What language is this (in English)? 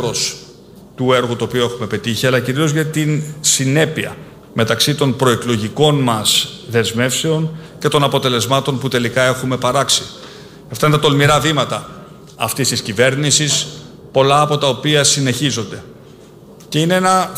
Greek